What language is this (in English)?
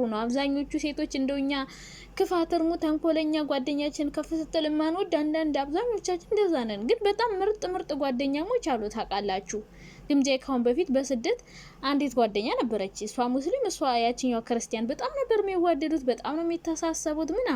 Amharic